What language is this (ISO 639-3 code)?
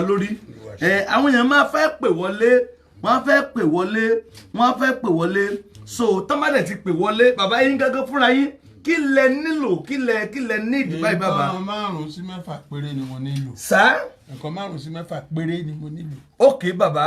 yor